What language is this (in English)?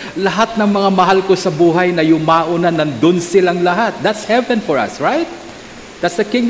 Filipino